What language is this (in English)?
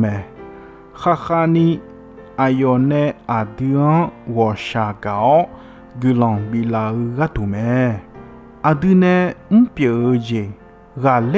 Akha